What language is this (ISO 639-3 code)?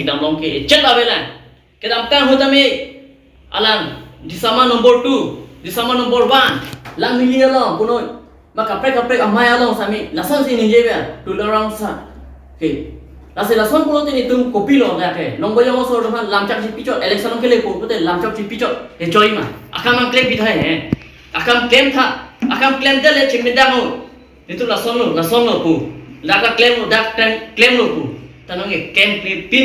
mjw